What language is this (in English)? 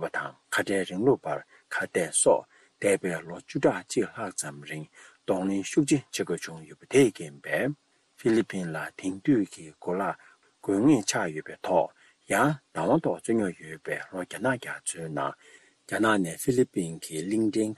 Tibetan